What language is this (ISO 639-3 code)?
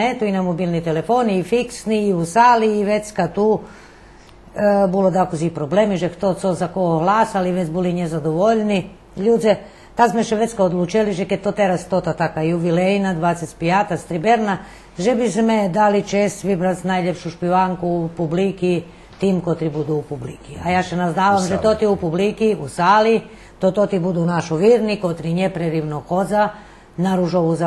rue